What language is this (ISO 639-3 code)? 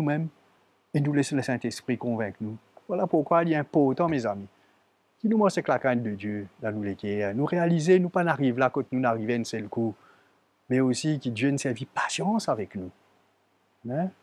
mfe